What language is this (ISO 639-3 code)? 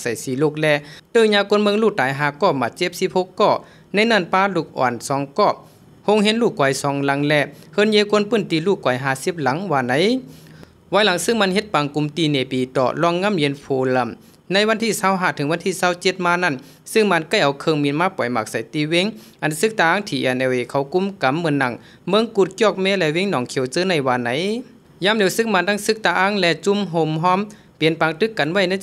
shn